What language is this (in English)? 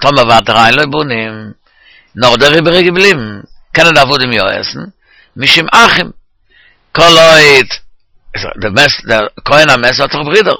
Yiddish